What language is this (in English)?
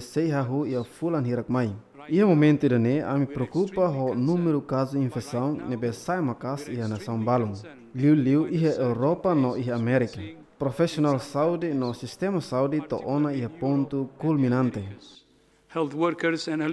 Tetum